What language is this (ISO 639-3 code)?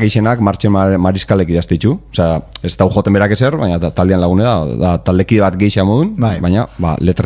eus